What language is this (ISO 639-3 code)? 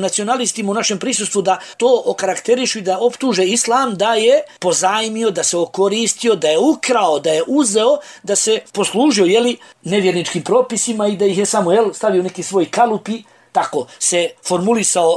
bos